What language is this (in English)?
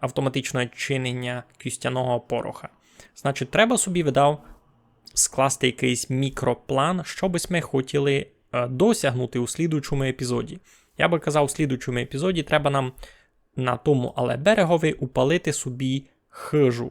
Rusyn